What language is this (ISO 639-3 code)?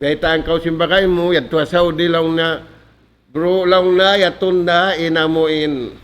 tsg